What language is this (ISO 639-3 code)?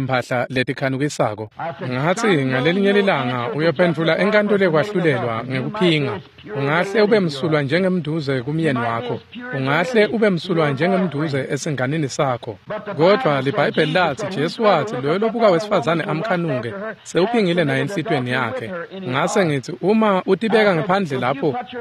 ssw